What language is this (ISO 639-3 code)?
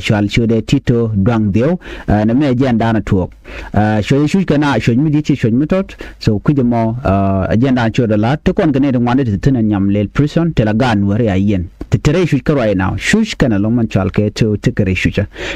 nus